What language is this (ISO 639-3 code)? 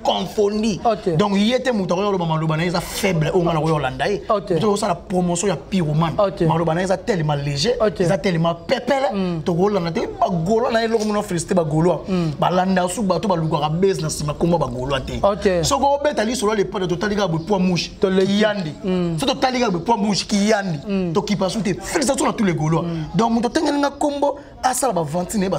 lin